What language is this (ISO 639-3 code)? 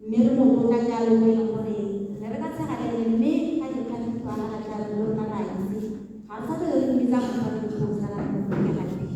tsn